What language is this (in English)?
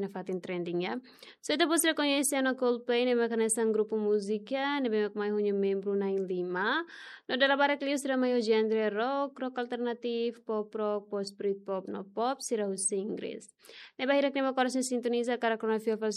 Tetum